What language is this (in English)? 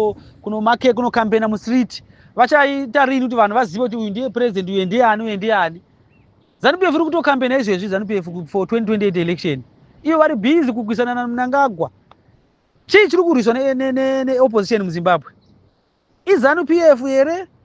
Shona